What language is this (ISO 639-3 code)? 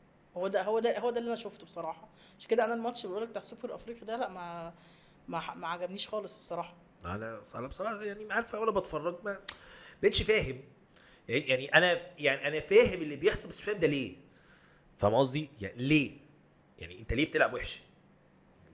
arz